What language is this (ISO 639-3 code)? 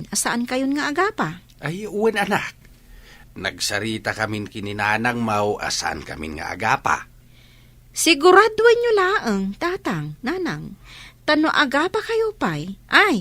ilo